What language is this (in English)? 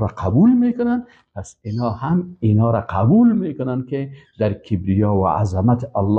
Persian